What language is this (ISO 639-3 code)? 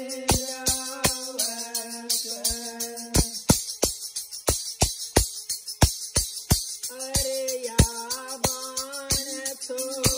bho